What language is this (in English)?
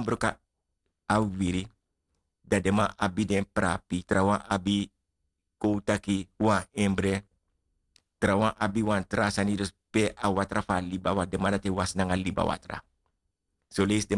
Sranan Tongo